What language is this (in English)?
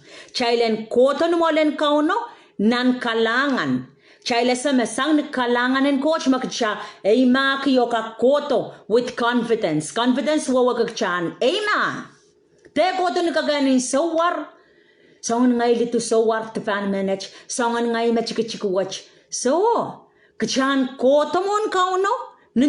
Pohnpeian